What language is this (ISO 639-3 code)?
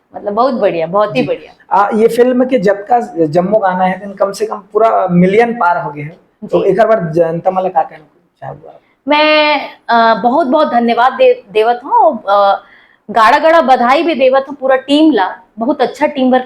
hne